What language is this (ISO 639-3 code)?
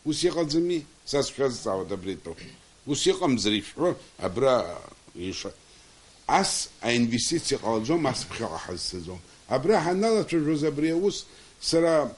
abk